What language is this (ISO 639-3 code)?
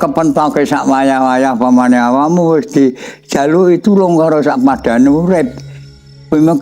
jav